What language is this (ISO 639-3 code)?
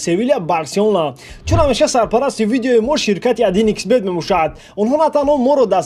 tgk